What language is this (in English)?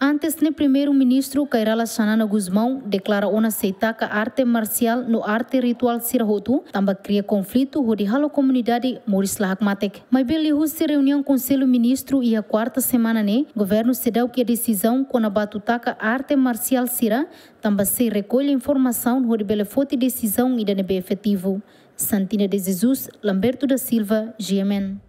Tetum